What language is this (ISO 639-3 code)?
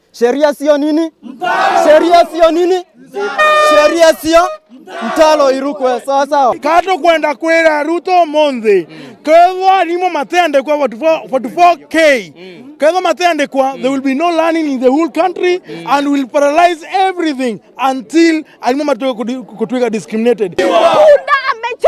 mer